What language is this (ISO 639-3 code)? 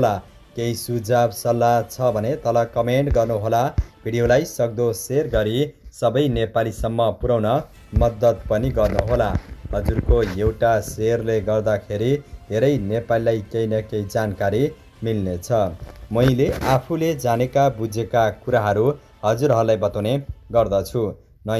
nep